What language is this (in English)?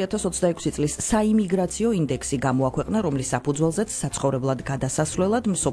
Georgian